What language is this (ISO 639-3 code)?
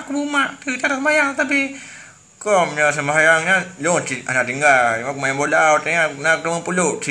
ace